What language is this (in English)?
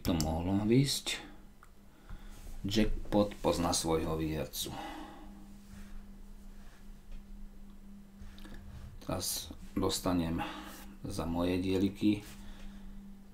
Slovak